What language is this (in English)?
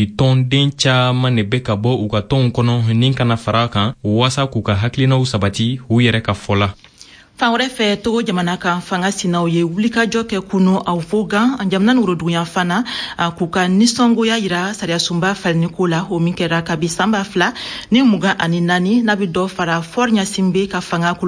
Bambara